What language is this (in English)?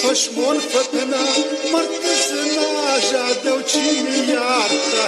Ossetic